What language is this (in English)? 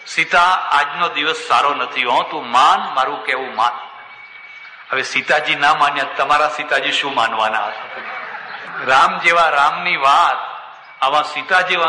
Gujarati